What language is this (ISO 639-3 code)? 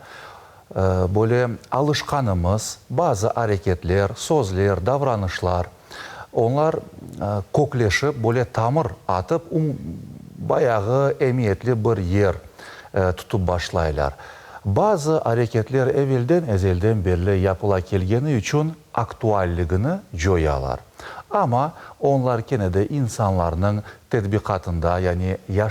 crh